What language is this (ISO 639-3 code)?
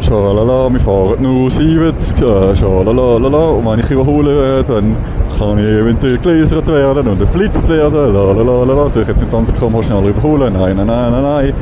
gsw